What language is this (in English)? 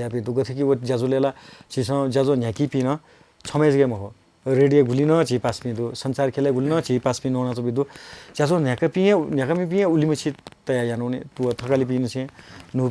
Newari